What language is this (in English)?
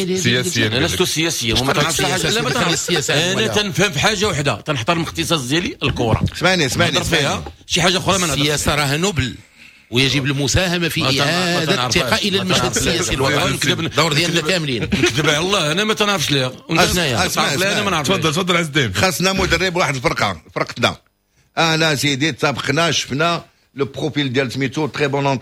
Moroccan Arabic